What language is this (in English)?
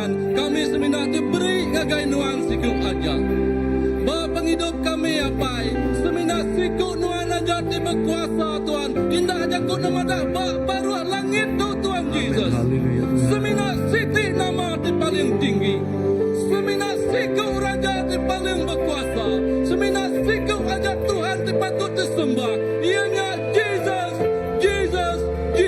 Iban